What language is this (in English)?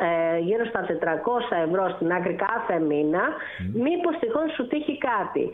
Greek